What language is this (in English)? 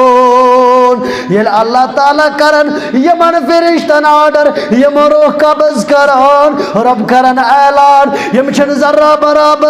Kashmiri